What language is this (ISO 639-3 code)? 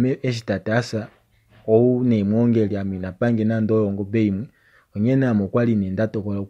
kua